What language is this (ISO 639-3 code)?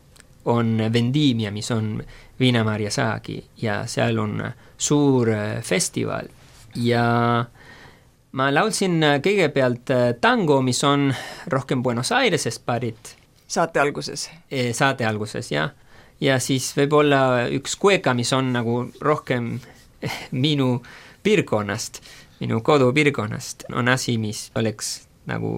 est